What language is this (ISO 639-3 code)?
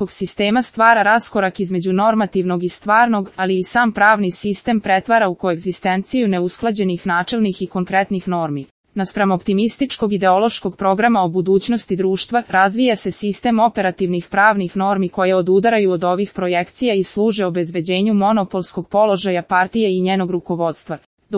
srp